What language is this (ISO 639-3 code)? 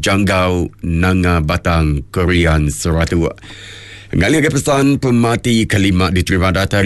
iba